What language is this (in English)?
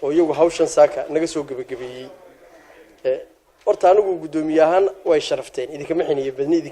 Somali